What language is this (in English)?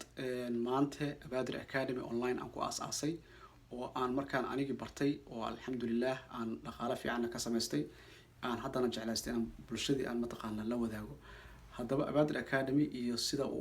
Somali